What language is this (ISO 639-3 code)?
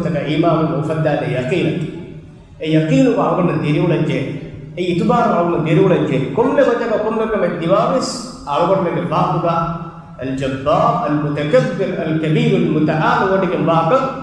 div